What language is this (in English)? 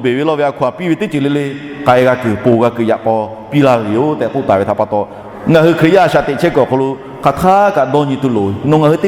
Lahu